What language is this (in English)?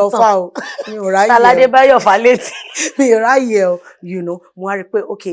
Yoruba